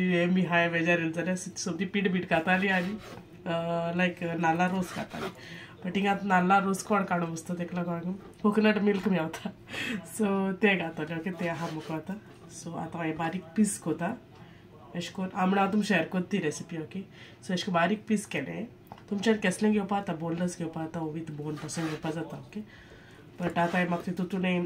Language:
Konkani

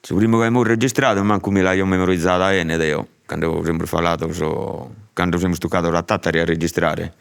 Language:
Sardinian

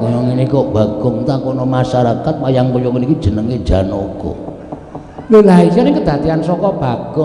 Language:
Javanese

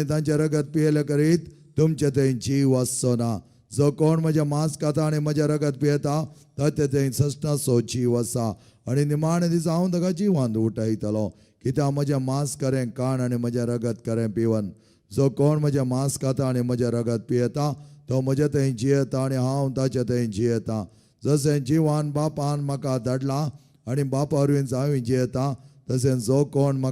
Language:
Konkani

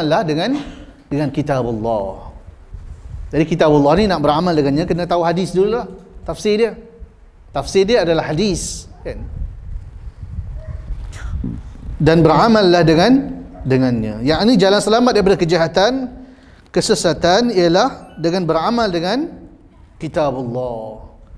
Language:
Malay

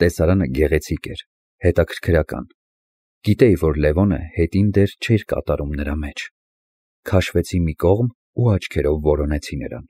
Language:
Armenian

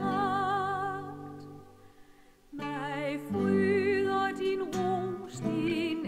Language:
Danish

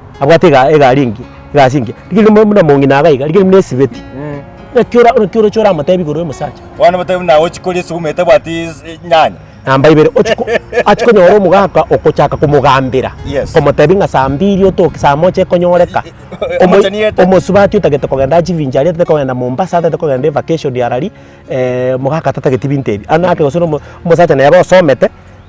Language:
Gusii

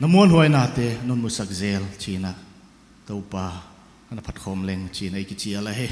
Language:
Paite Chin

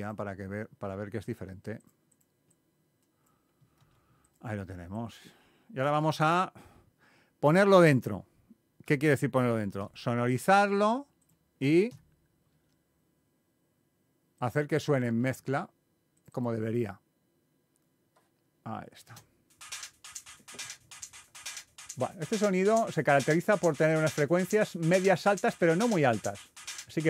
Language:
Spanish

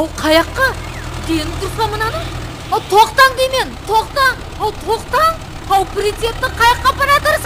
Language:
Kara-Kalpak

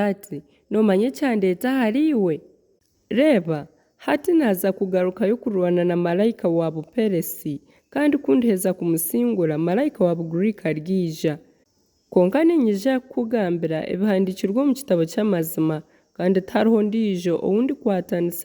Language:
Nyankole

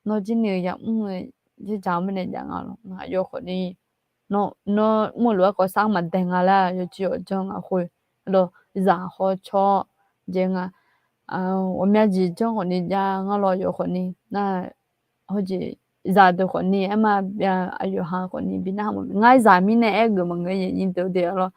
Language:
Akha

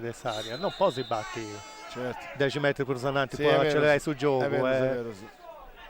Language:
Sardinian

